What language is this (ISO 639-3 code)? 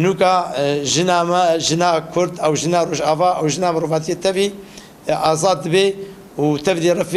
kur